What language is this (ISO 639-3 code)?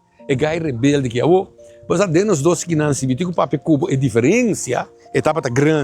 pap